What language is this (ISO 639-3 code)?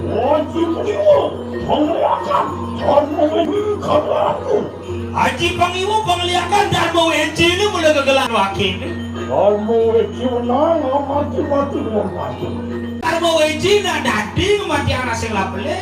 ban